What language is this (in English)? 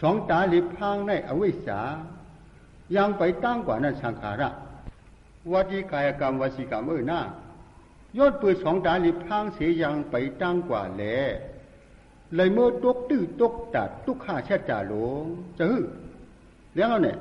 Shan